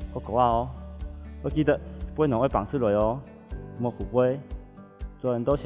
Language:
Hakka Chinese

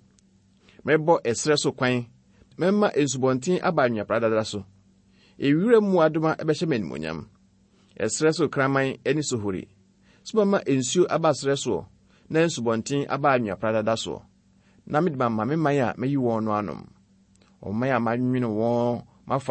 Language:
Akan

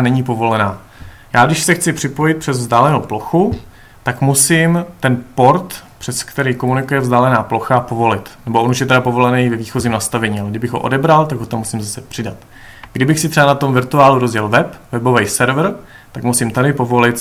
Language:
Czech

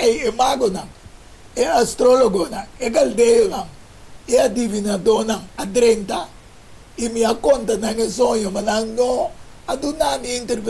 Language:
Papiamento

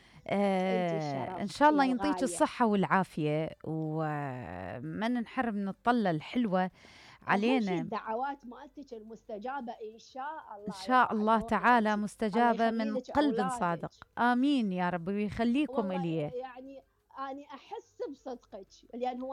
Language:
Mesopotamian Arabic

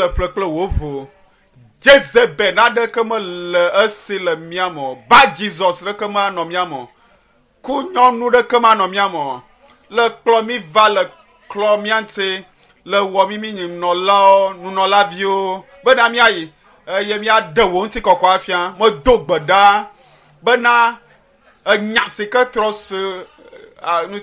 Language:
Ewe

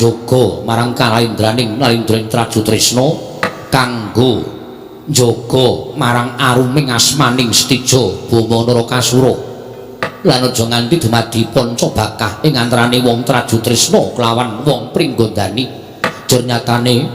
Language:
Javanese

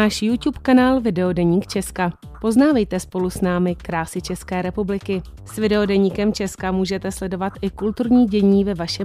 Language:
Czech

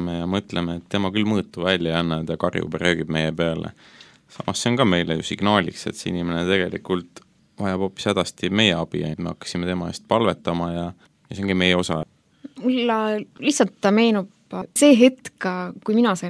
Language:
Estonian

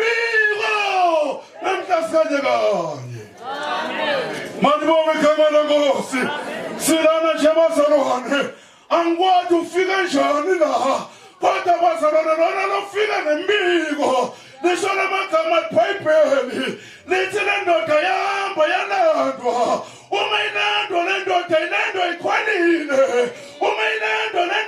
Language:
Zulu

